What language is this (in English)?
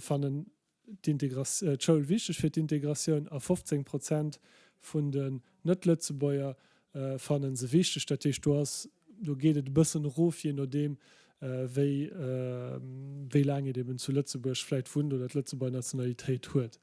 Luxembourgish